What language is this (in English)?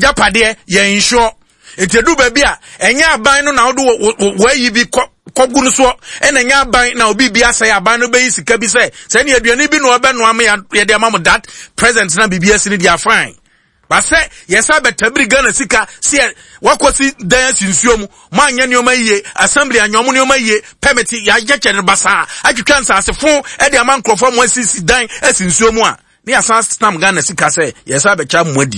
Akan